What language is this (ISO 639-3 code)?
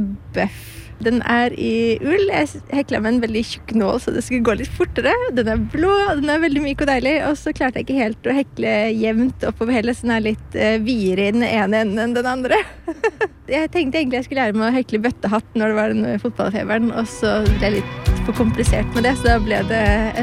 nor